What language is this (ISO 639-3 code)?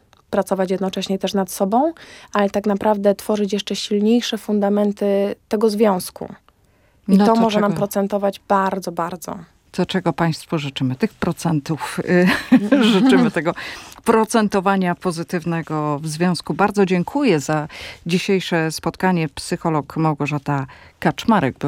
pol